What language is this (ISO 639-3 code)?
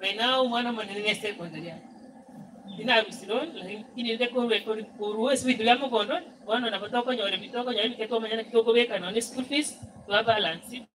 guz